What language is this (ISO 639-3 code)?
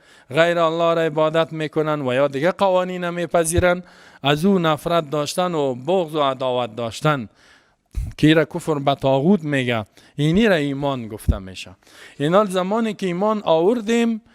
fas